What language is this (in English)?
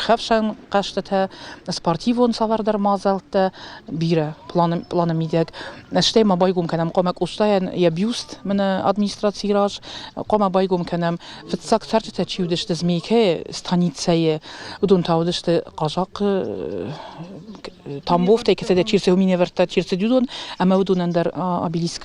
Ossetic